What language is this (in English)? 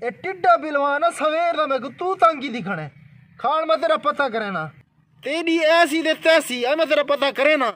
Saraiki